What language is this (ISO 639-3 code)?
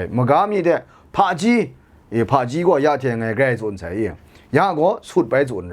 kac